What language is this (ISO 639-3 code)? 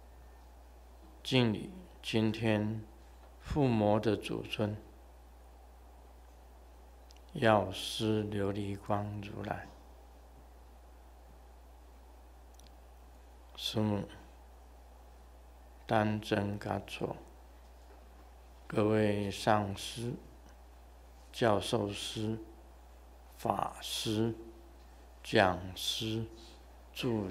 zho